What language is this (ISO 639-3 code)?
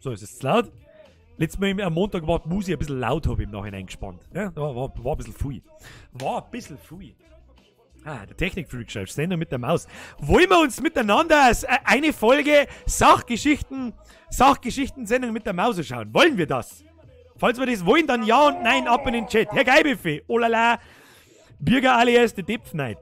bar